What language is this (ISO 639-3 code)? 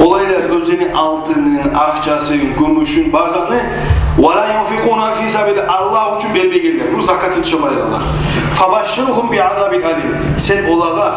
kum